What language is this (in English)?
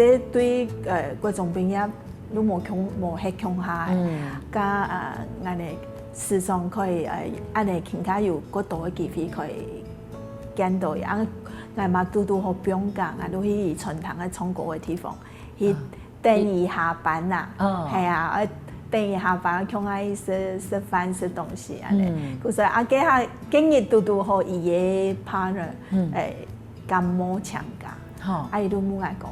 Hakka Chinese